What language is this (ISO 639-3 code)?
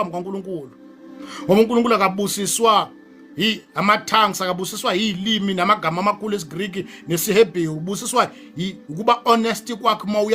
zul